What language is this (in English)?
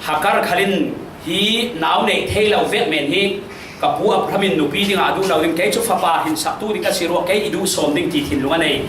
Falam Chin